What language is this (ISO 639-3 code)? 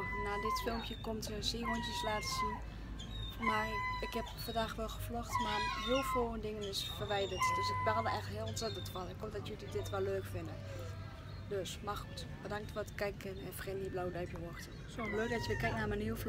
nld